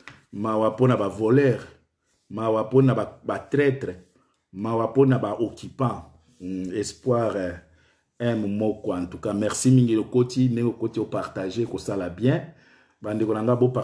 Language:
Lingala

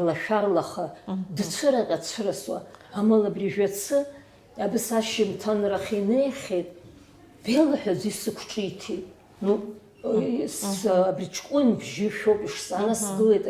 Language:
Abkhazian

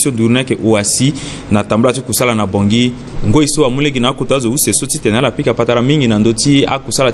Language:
Sango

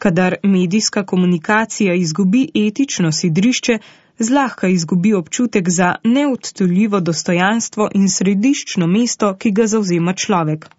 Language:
Slovenian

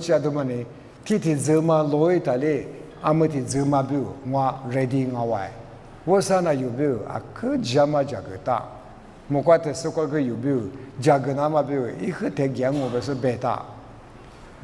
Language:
Lisu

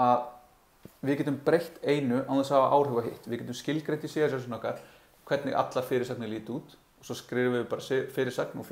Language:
Icelandic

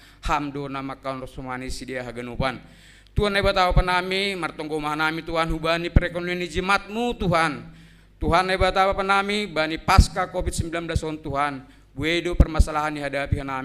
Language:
Batak Simalungun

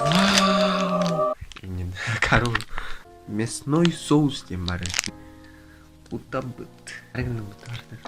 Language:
Yakut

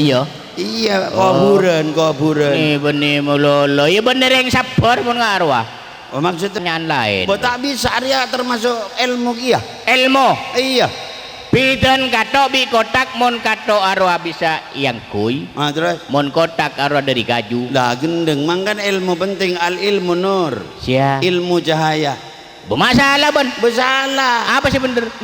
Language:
Madurese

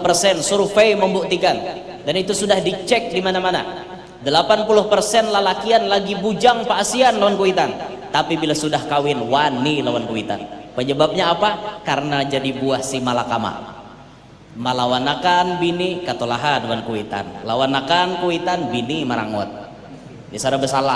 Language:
Banjar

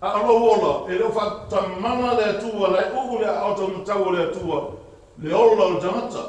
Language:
Samoan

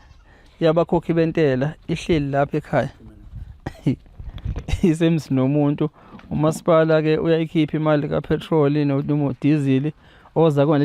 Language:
Zulu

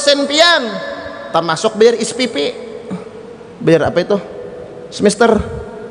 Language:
Indonesian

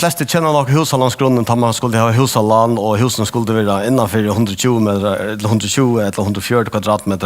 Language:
Faroese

